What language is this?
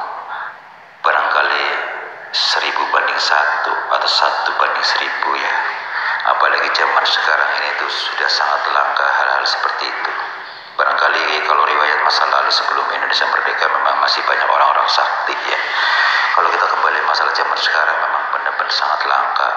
Indonesian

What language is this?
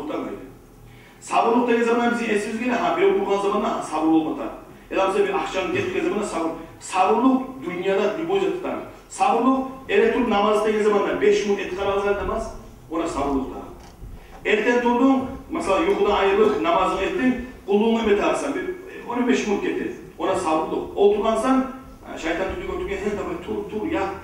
Kumyk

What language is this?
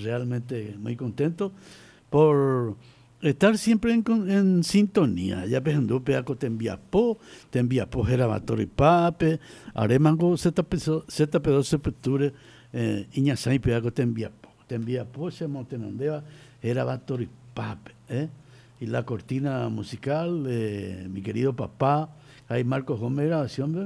Guarani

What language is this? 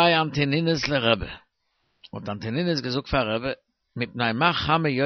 Yiddish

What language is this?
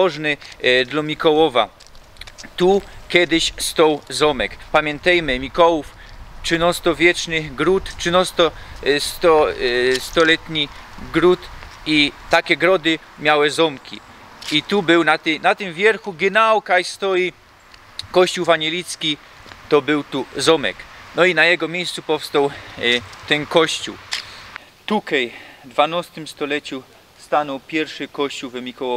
Silesian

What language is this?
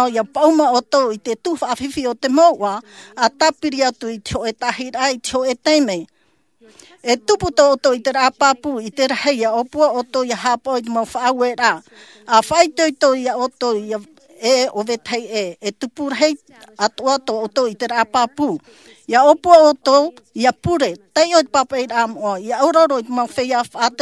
Tahitian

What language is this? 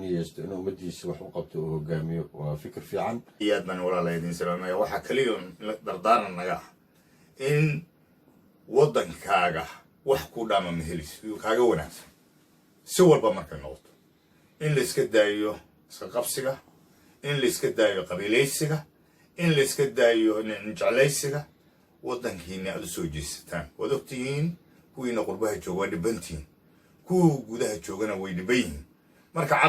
Somali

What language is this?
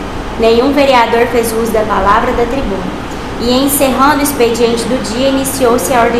Portuguese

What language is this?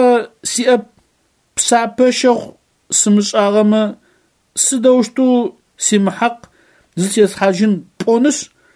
Adyghe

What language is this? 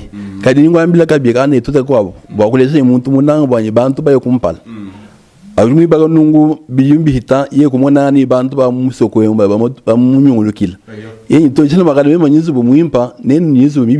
Luba-Lulua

